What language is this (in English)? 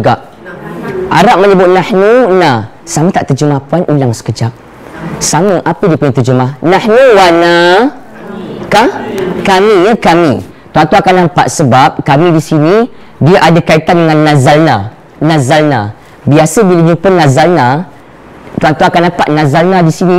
Malay